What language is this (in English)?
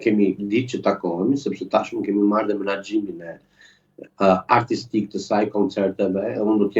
Albanian